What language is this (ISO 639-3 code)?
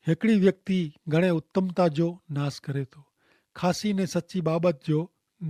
kfr